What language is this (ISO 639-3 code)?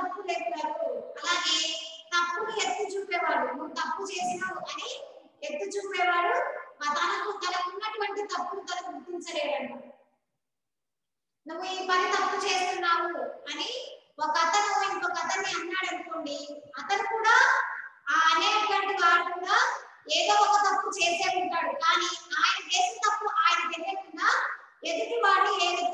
tel